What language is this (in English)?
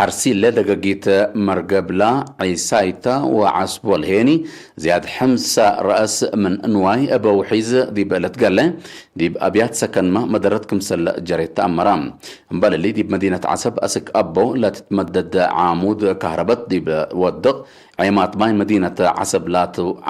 Tigre